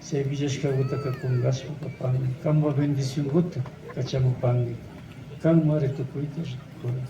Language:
Imbabura Highland Quichua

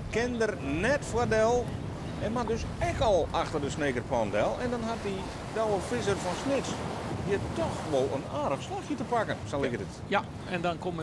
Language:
Western Frisian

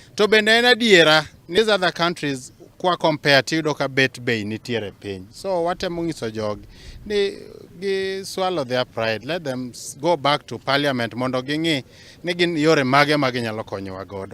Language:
Luo (Kenya and Tanzania)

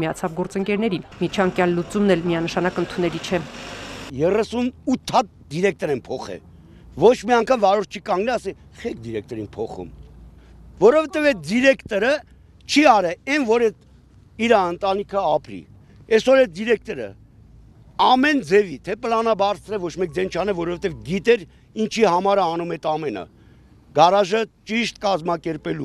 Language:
Armenian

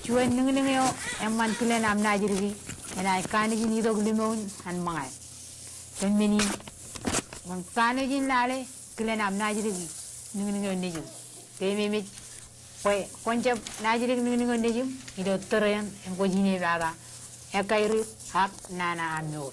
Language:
Marshallese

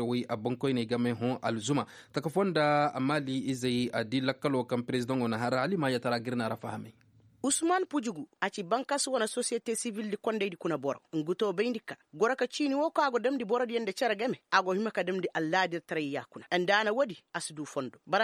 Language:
Koyraboro Senni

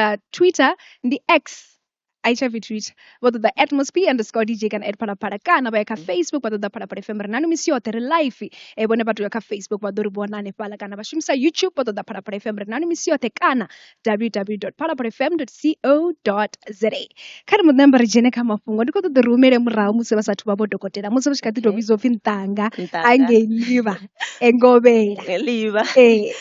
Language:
Venda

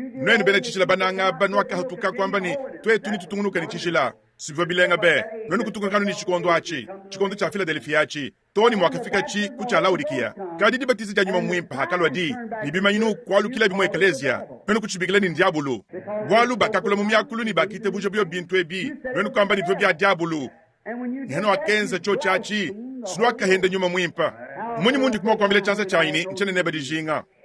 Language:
Luba-Lulua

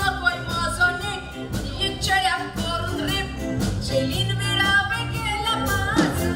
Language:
Konkani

